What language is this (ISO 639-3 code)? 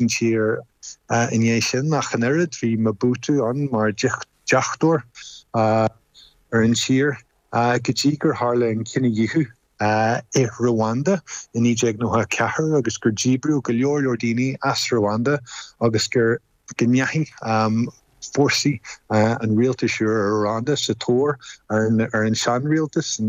gle